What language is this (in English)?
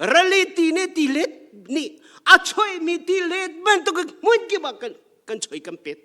Hakha Chin